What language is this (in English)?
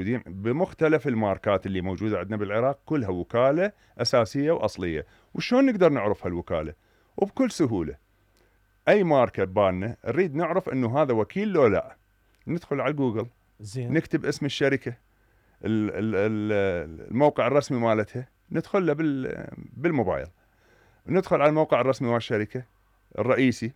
Mesopotamian Arabic